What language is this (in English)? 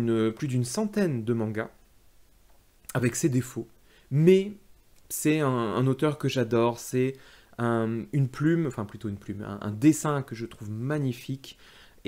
French